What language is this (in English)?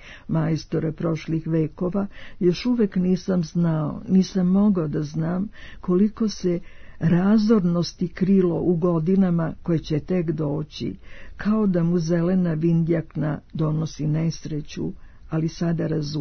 Serbian